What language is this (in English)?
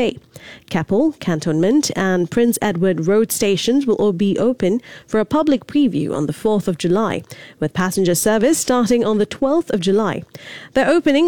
English